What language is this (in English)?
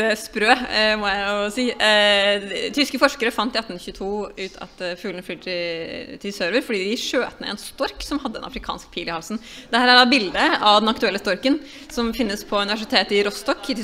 Norwegian